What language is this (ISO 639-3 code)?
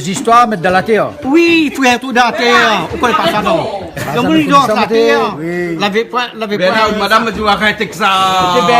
rcf